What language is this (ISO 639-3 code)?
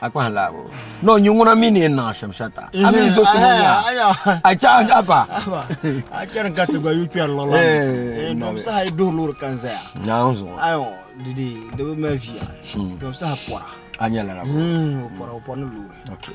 dag